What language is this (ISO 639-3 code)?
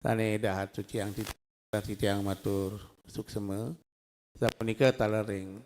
ban